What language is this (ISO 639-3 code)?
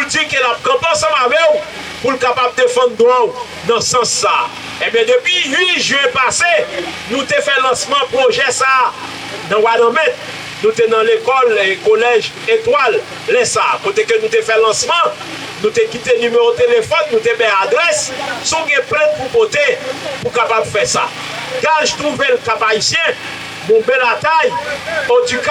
hat